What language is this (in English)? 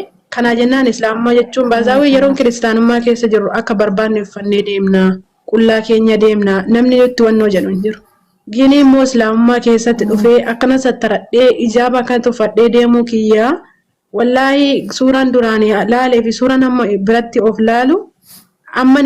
Oromo